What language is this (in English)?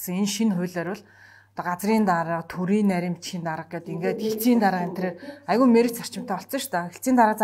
Mongolian